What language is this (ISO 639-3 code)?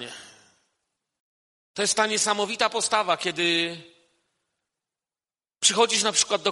pol